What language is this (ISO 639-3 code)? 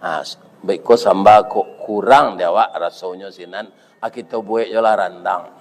min